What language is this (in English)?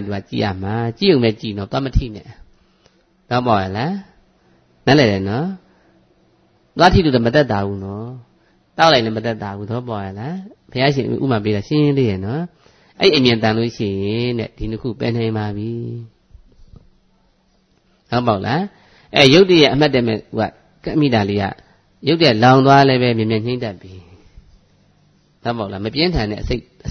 Burmese